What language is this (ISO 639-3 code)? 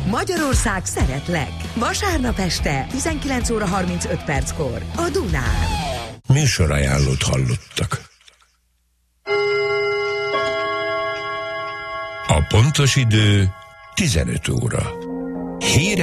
hun